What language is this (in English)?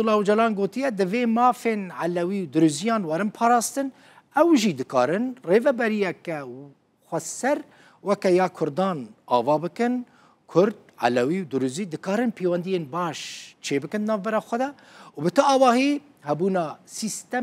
Kurdish